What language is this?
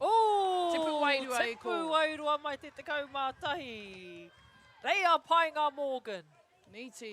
Māori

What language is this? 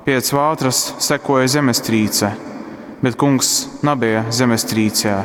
Latgalian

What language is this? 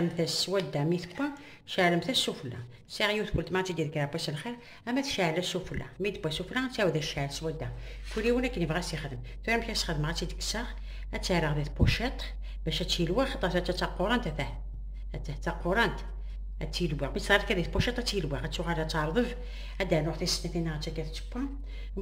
Kabyle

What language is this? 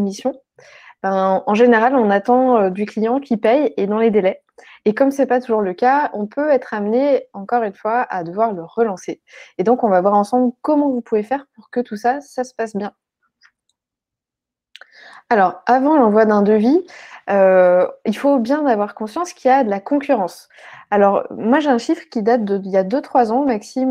French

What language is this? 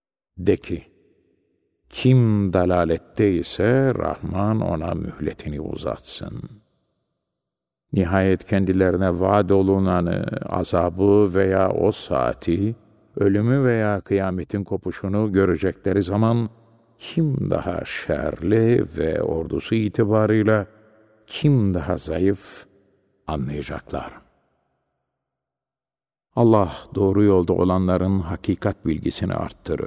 Turkish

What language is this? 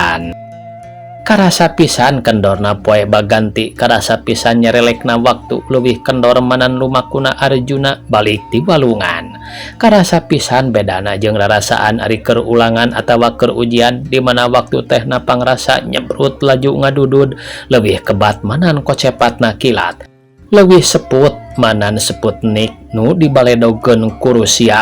Sundanese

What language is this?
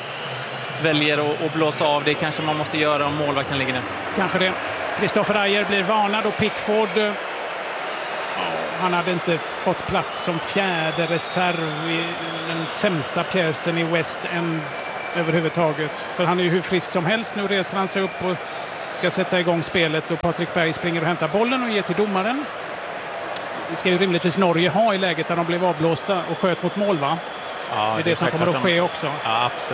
Swedish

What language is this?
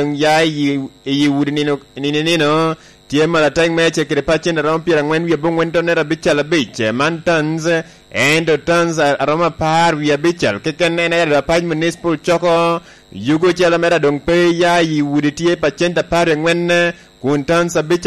Lango (Uganda)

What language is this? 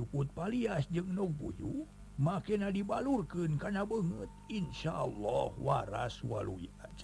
Sundanese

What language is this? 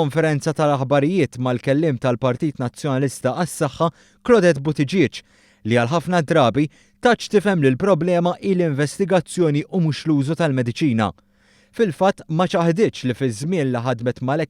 Maltese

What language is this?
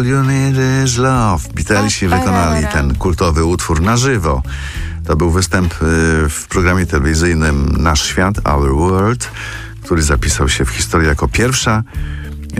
Polish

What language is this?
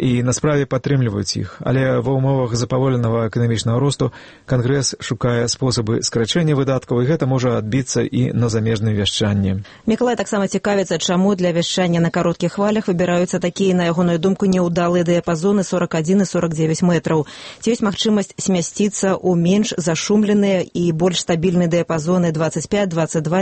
Belarusian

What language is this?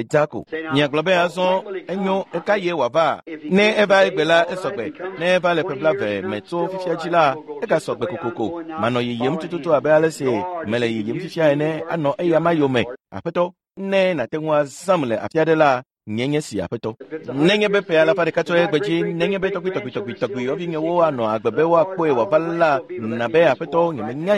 Ewe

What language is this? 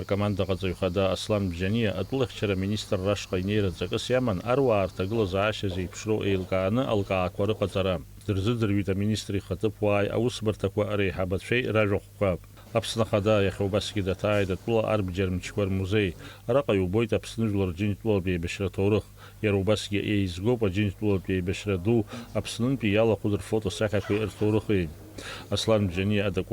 Abkhazian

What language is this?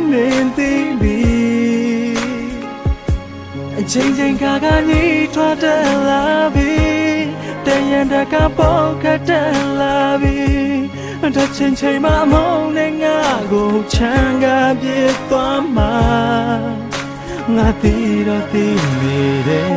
Burmese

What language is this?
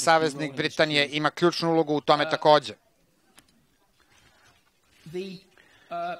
Serbian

